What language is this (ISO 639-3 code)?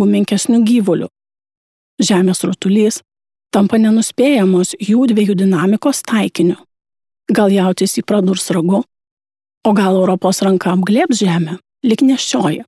lit